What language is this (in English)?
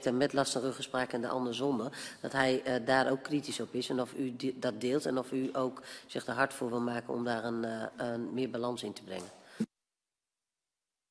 Dutch